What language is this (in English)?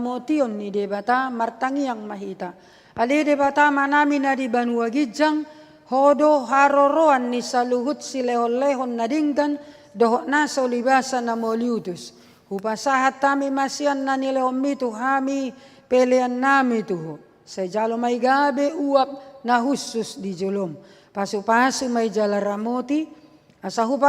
Batak Toba